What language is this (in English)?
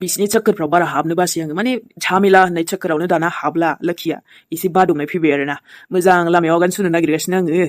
Bodo